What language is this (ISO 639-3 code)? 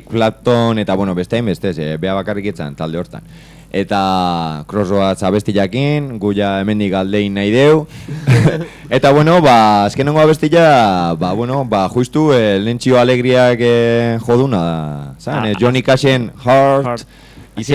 eus